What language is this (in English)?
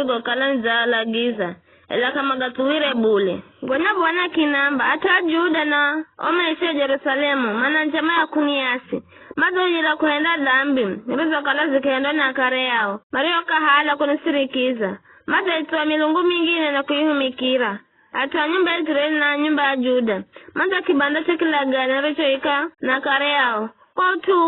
Giryama